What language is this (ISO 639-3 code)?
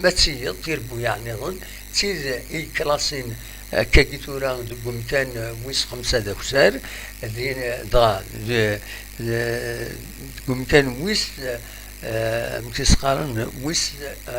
kab